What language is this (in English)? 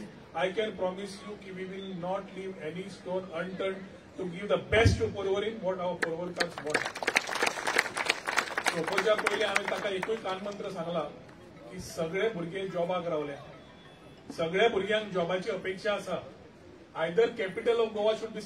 Konkani